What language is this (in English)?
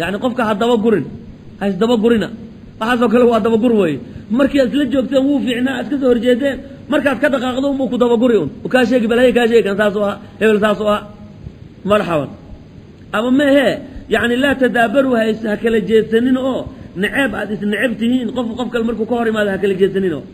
Somali